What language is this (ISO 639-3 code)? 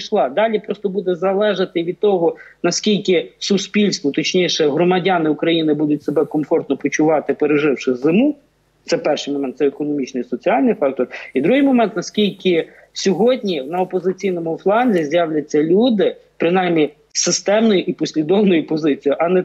ukr